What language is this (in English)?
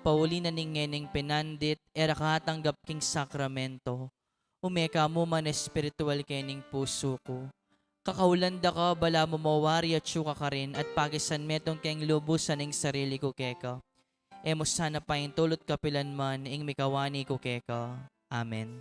Pampanga